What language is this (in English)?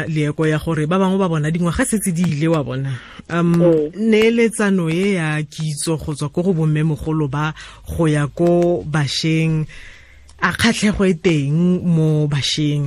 Tswana